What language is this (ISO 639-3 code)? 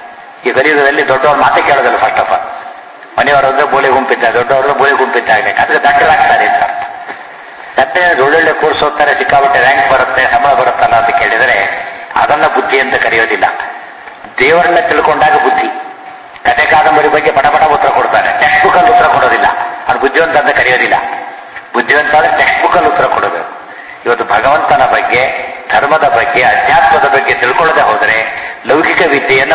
kan